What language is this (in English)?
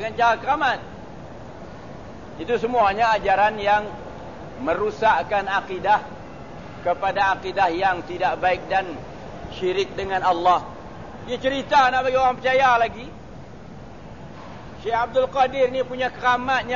Malay